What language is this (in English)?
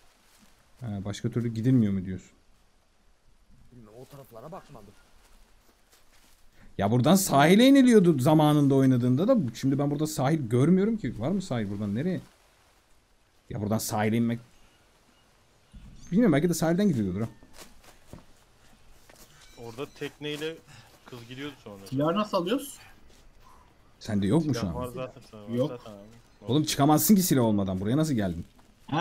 Turkish